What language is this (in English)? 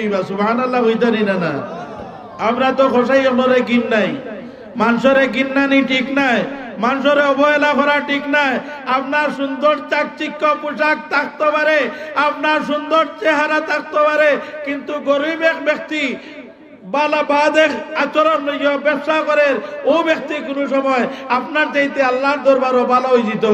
Sylheti